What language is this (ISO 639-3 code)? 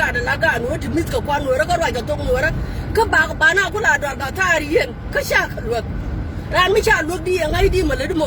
nus